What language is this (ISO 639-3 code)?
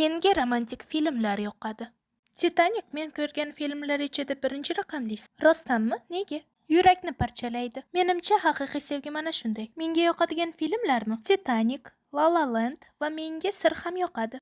uzb